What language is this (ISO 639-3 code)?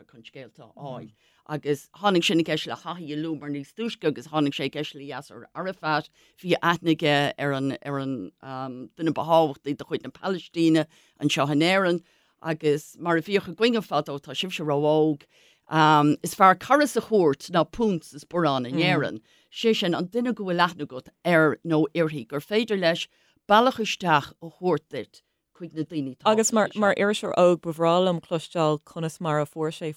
gle